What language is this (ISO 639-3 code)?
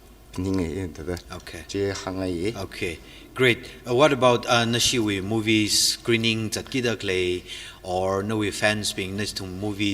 nmf